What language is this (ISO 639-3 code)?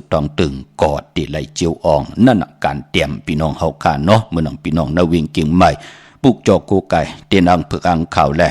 shn